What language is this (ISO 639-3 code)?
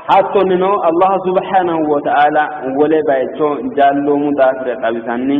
sid